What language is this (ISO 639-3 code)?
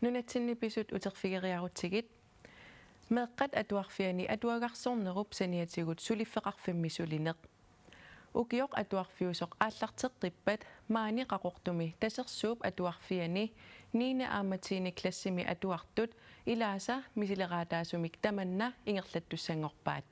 kal